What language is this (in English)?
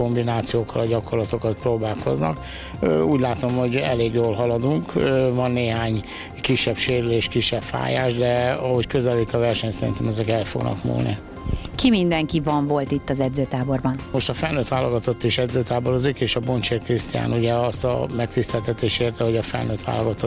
Hungarian